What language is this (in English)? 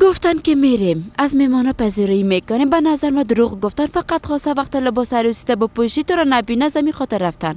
Persian